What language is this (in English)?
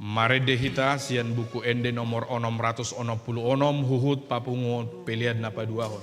Batak Toba